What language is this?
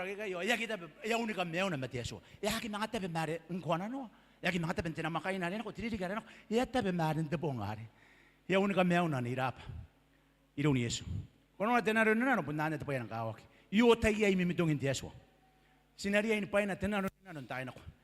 Gilbertese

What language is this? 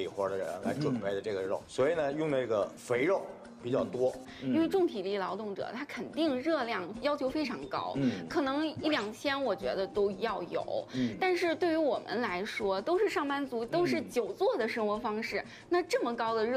Chinese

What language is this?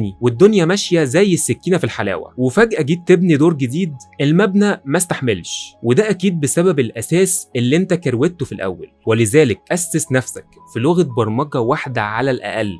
Egyptian Arabic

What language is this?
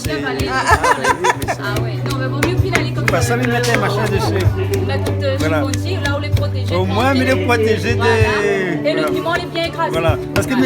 Réunion Creole French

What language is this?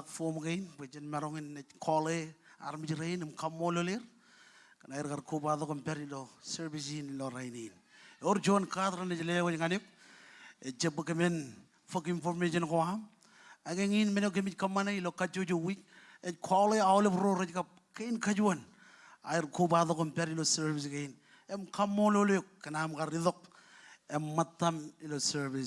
Marshallese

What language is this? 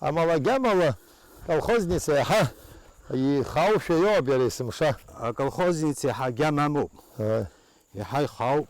Abkhazian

